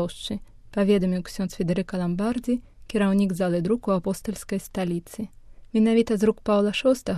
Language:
Belarusian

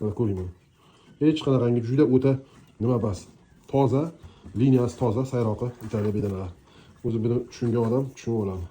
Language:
Uzbek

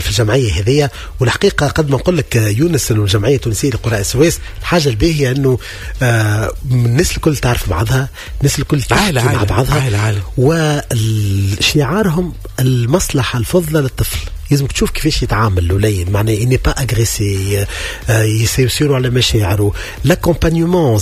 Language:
Tunisian Arabic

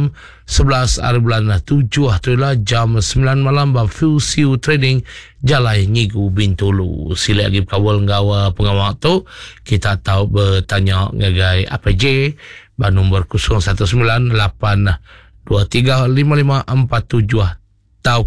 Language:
Iban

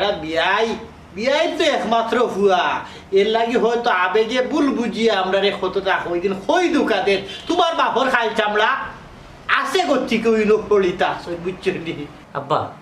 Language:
Sylheti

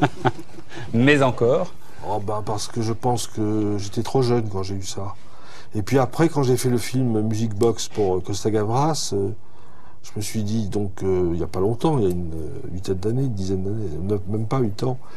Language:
French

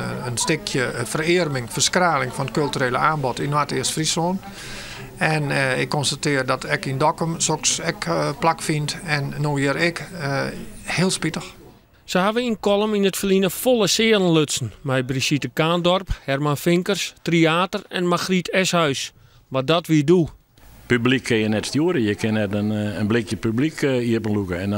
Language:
Western Frisian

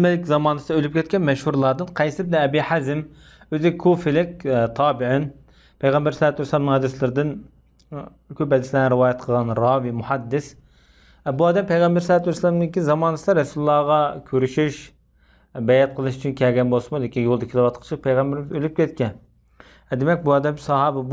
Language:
Uyghur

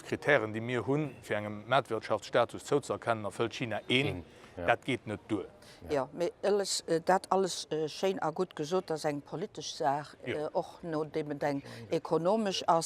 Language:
Luxembourgish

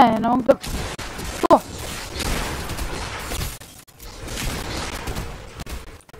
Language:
Croatian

